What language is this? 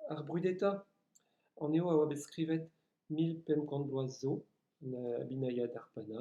Breton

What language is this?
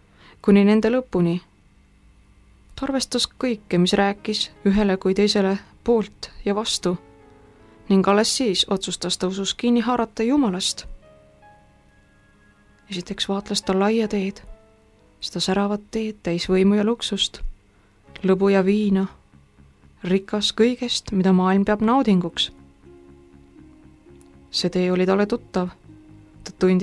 Estonian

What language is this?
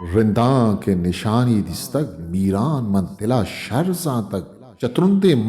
Eastern Balochi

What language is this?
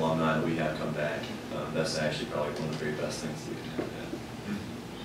English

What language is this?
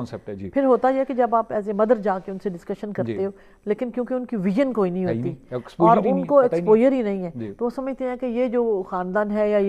Urdu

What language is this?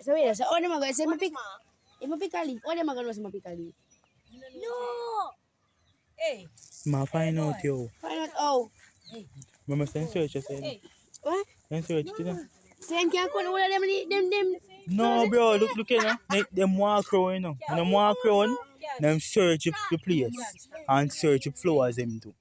Jamaican Creole English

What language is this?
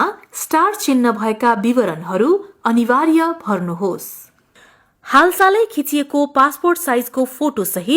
Nepali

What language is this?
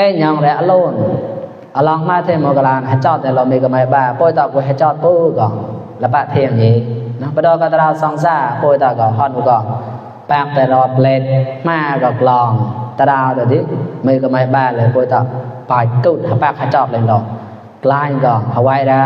Mon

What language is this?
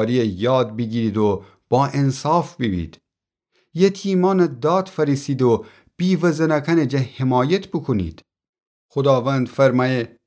Gilaki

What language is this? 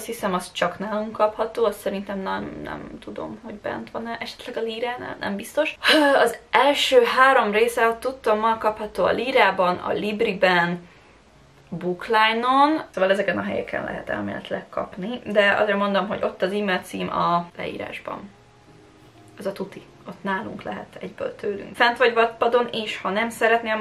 Hungarian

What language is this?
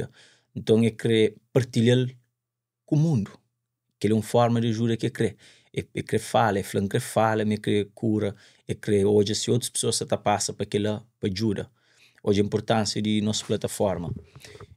Kabuverdianu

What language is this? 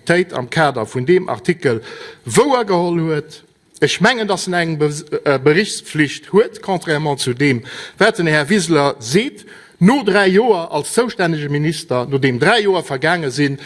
Luxembourgish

